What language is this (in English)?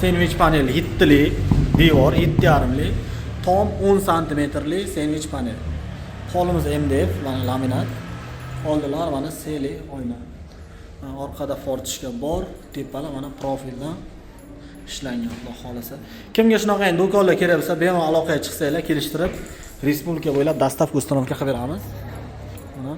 Uzbek